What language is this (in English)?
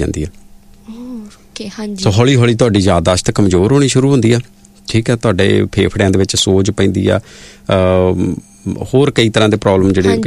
Punjabi